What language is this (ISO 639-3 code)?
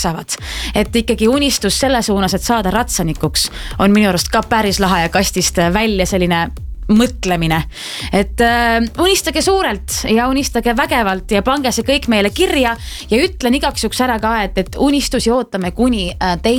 est